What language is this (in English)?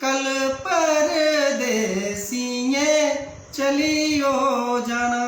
Dogri